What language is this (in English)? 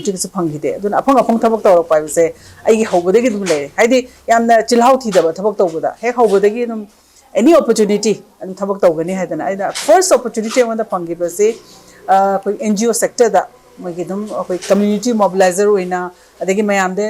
Manipuri